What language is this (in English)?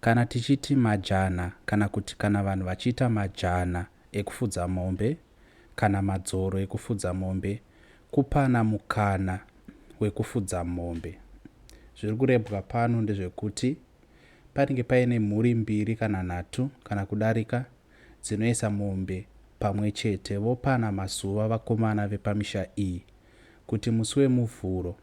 Shona